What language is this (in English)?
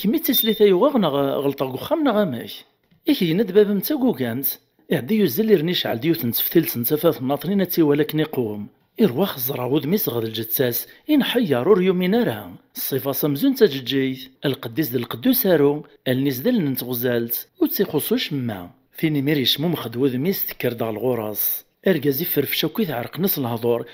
Kabyle